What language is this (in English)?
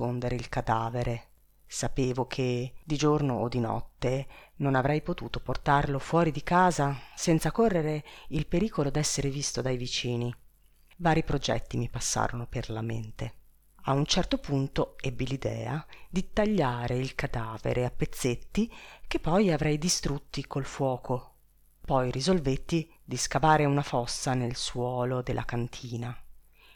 Italian